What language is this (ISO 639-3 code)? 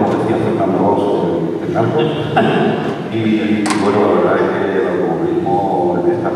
spa